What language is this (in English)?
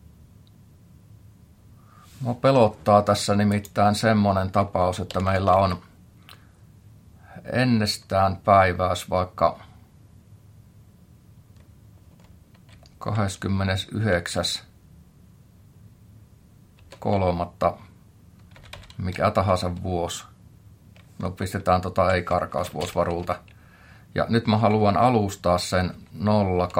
Finnish